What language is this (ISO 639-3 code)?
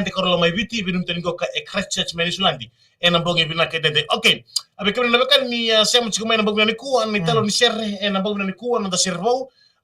fij